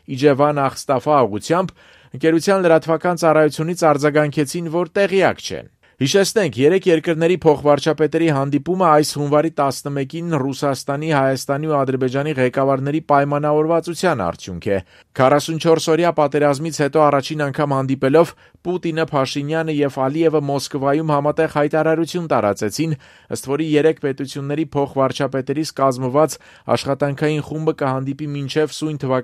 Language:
Armenian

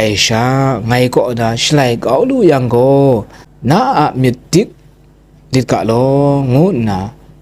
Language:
Kachin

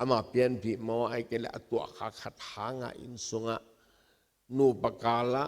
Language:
Tedim Chin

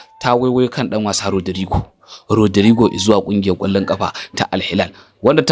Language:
Hausa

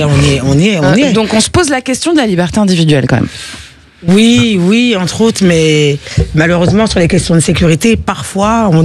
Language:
French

